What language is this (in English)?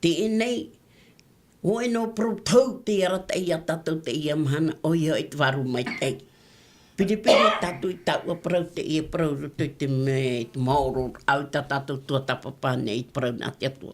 Tahitian